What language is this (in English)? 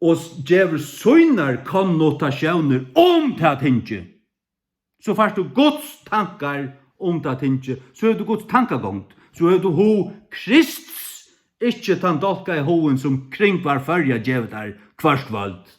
Faroese